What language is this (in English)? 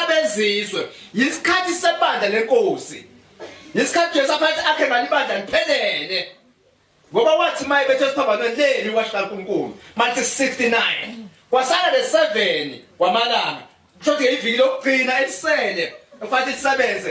Zulu